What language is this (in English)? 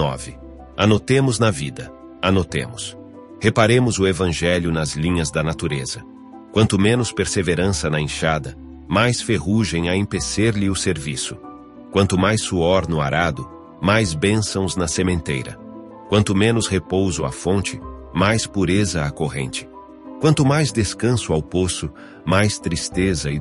Portuguese